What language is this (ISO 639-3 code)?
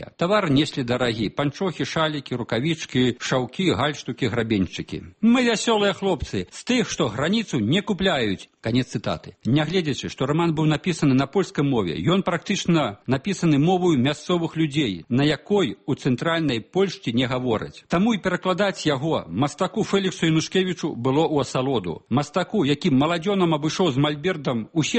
bel